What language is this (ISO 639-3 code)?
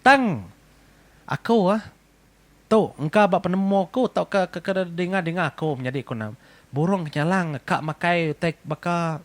iba